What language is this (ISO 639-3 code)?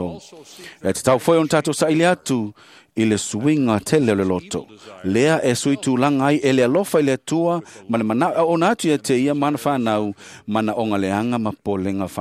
smo